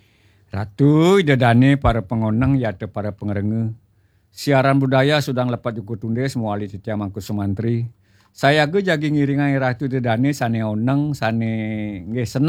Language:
Balinese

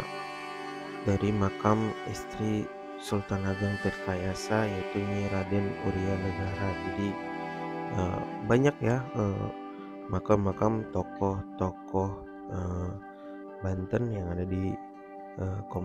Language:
Indonesian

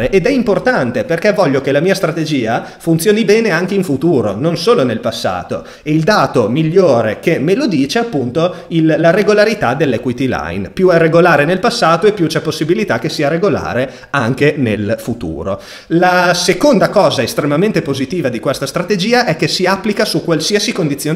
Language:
Italian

